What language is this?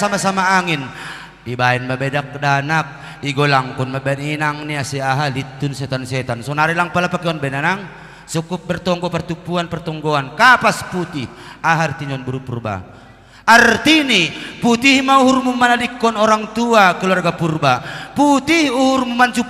Batak Simalungun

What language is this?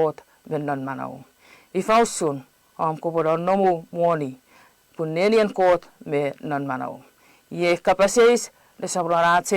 Chuukese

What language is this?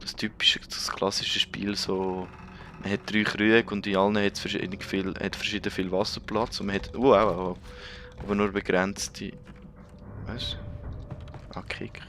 Swiss German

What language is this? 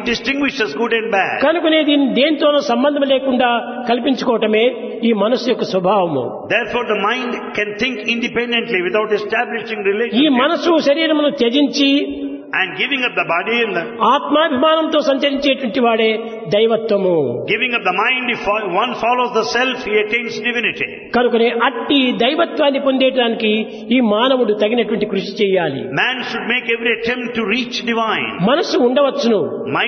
Telugu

